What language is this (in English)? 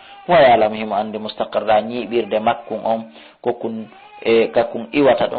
Fula